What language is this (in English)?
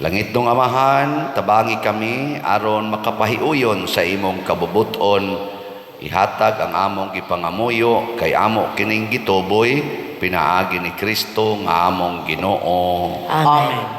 Cebuano